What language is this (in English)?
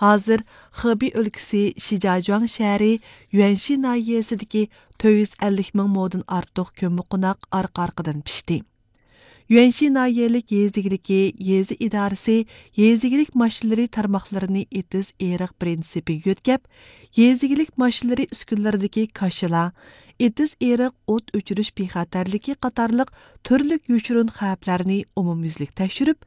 Uyghur